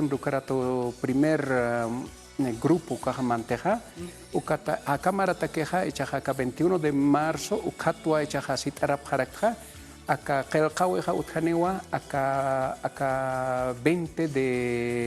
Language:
Aymara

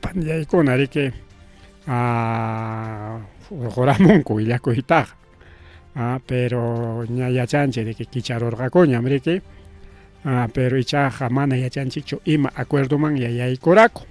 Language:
Ayacucho Quechua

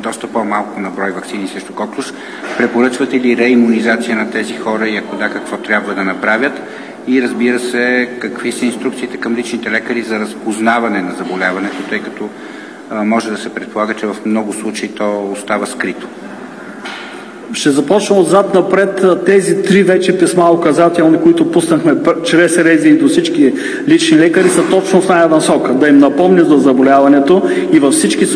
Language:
Bulgarian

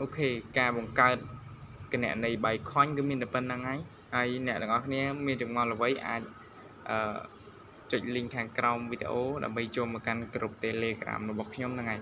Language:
Khmer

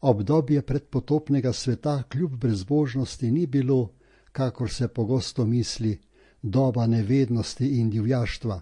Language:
Slovenian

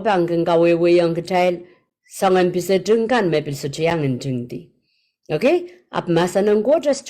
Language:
Pohnpeian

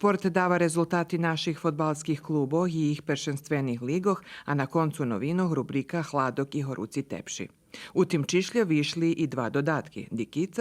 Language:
Rusyn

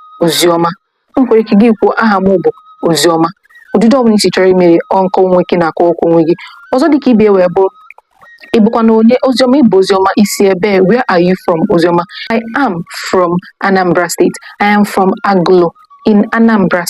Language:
Igbo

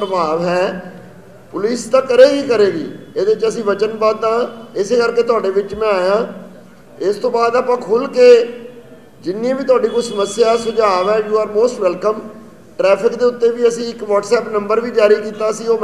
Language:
Punjabi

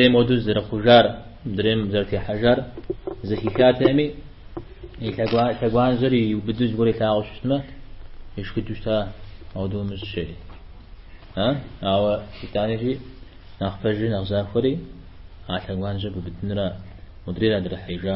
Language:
Kabardian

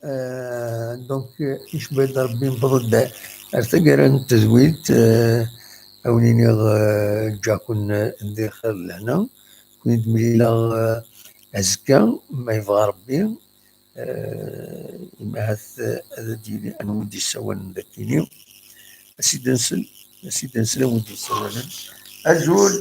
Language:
Kabyle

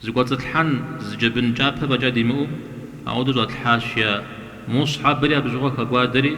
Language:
Kabardian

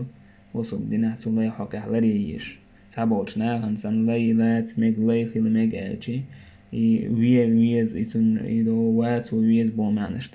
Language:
Chechen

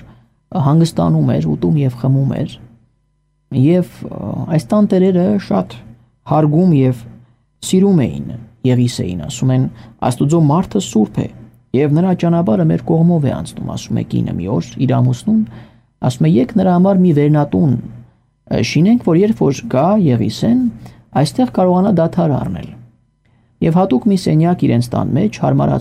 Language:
Armenian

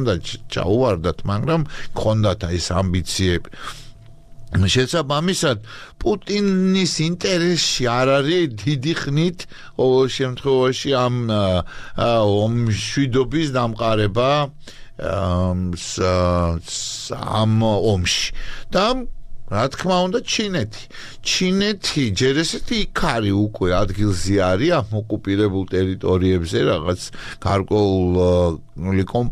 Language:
Georgian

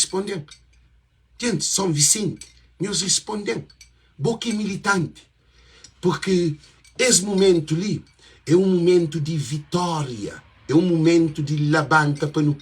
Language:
Kabuverdianu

